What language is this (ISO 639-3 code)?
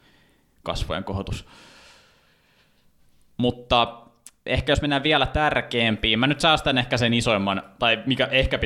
fin